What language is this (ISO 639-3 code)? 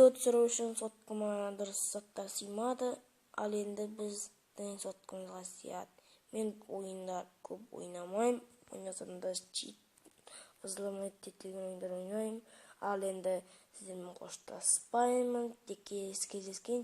kaz